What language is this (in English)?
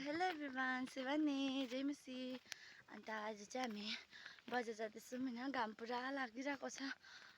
Nepali